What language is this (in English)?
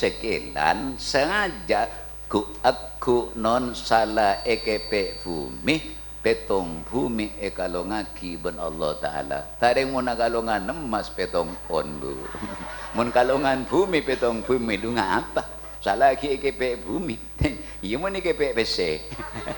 Madurese